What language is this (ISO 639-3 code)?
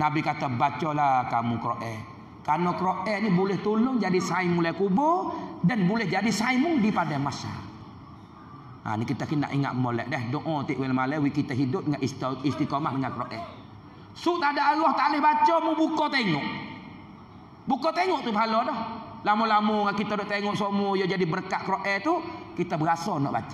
mfa